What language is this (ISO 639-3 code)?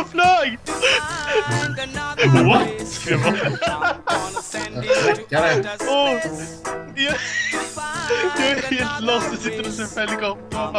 swe